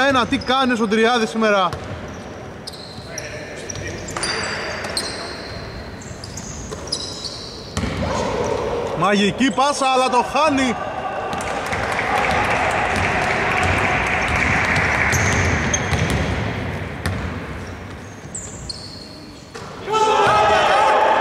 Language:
Greek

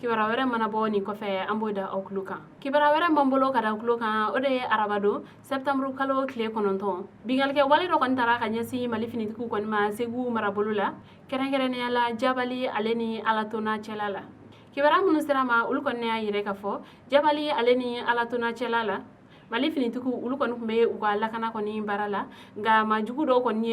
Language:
Bambara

